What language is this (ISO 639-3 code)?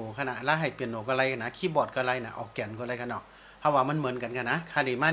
shn